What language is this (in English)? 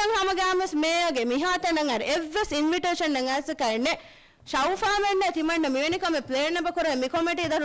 Divehi